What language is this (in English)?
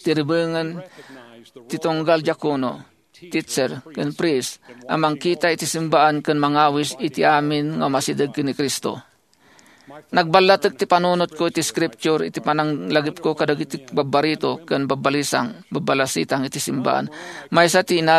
Iloko